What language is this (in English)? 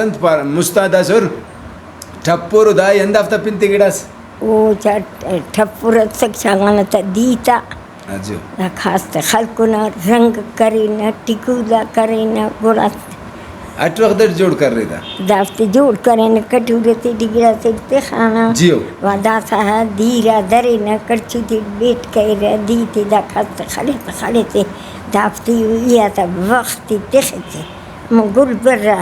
Brahui